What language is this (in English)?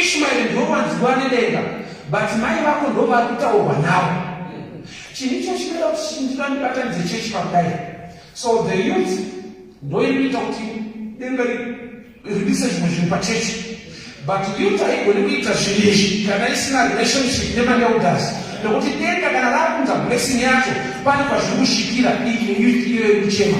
Shona